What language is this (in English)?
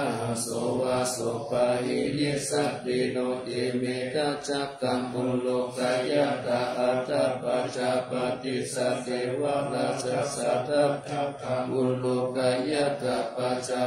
Pali